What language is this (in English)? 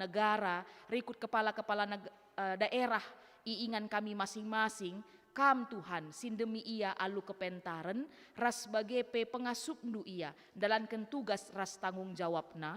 Batak Karo